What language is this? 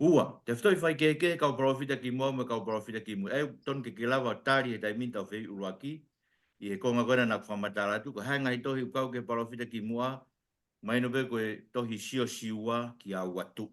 Tongan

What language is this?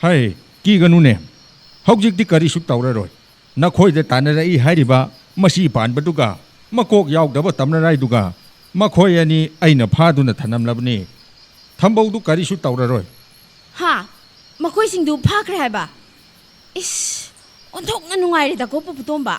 Manipuri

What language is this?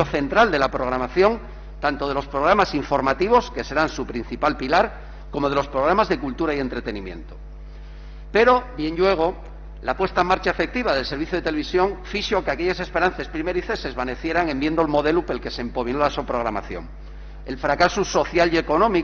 Asturian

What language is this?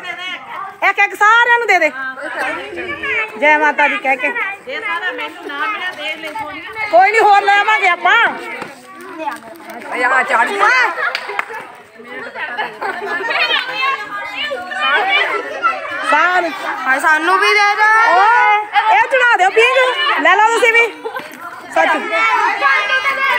Punjabi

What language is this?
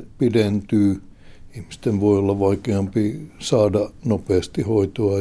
Finnish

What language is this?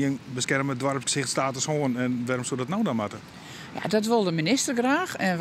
Western Frisian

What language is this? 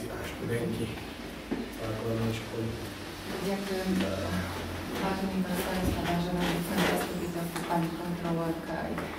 Slovak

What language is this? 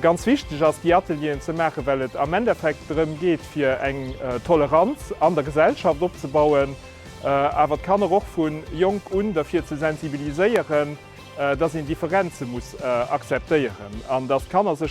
Luxembourgish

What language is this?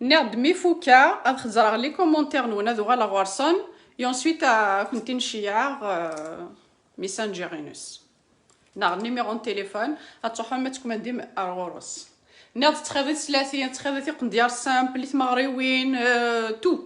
Kabyle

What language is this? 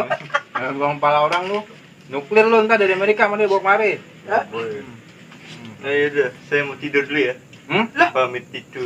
Betawi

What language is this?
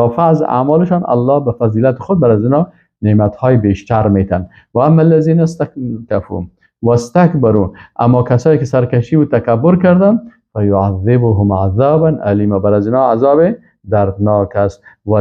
Persian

